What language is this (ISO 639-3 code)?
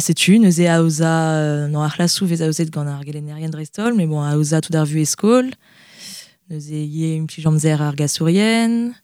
bre